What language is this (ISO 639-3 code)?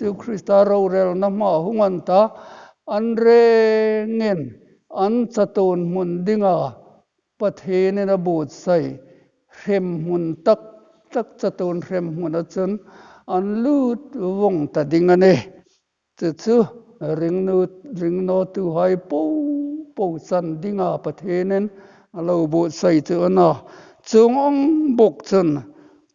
hmr